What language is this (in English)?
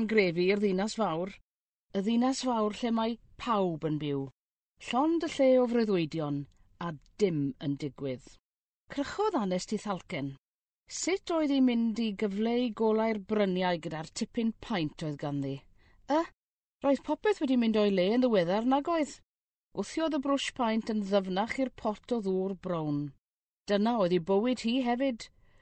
Welsh